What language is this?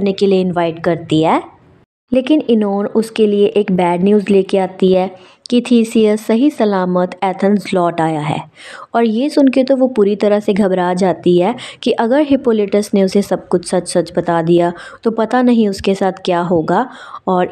Hindi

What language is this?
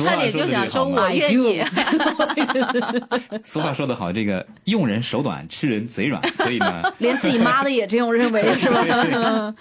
Chinese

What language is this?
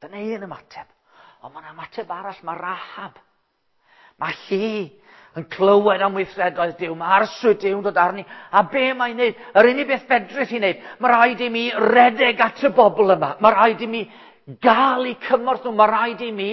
Welsh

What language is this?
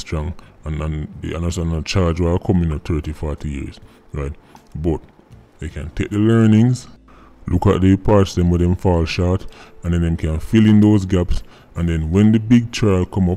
Jamaican Creole English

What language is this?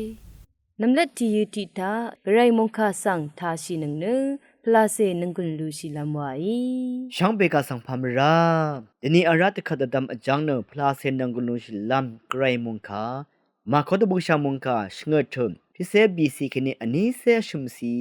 Rawang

